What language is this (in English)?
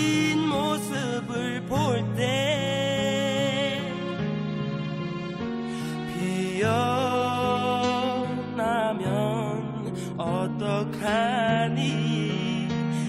Korean